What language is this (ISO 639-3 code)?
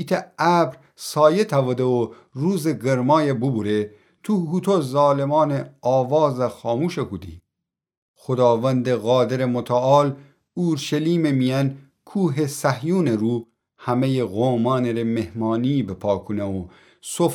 glk